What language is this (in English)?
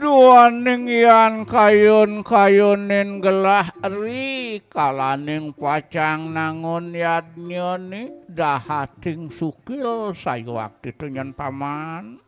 Balinese